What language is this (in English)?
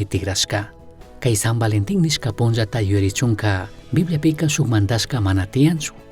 Chimborazo Highland Quichua